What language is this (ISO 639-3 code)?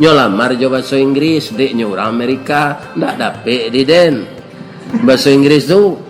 min